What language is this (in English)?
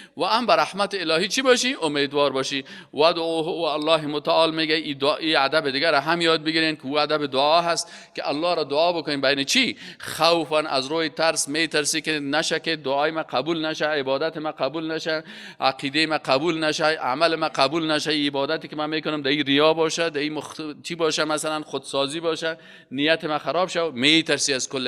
Persian